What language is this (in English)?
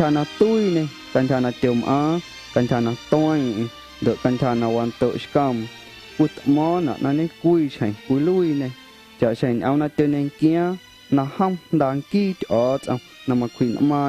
Guerrero Amuzgo